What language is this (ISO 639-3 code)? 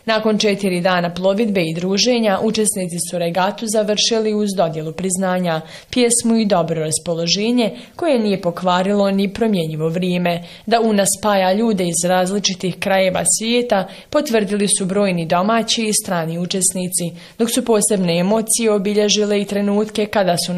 bos